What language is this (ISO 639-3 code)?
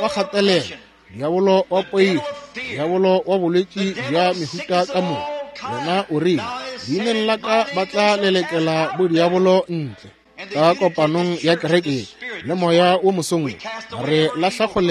nso